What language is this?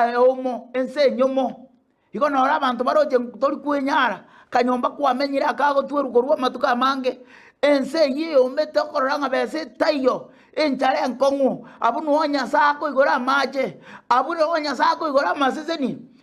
Gusii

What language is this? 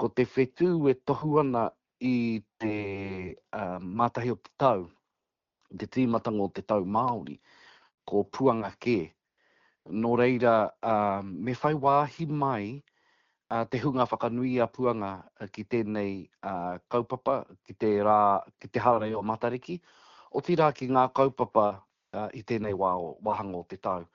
Māori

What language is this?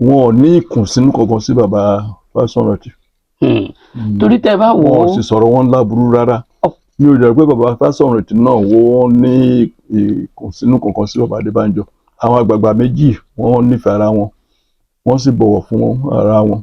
Yoruba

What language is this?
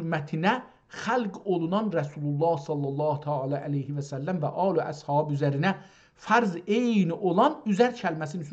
South Azerbaijani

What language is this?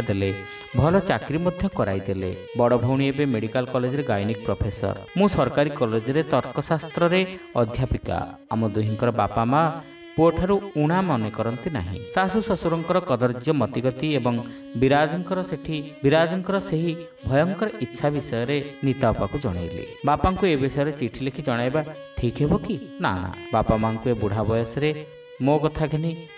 Odia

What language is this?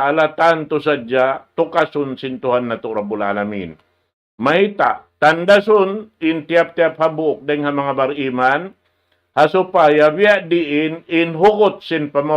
Tausug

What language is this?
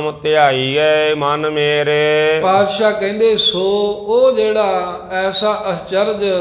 Punjabi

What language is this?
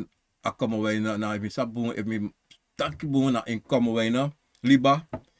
Sranan Tongo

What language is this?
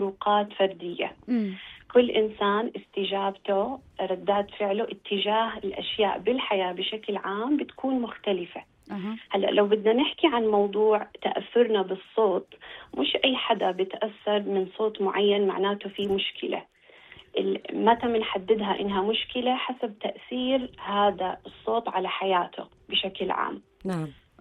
North Levantine Arabic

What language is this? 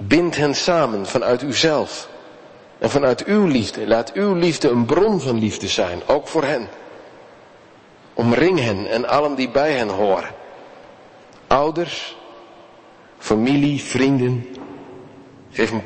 Dutch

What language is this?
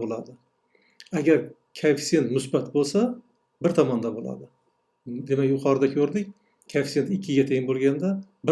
Uzbek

